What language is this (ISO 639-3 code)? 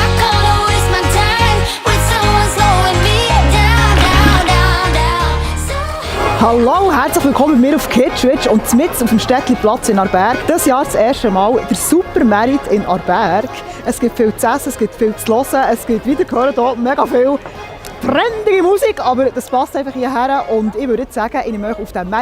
gsw